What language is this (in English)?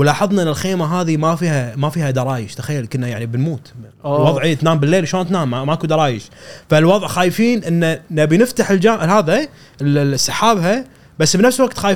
Gulf Arabic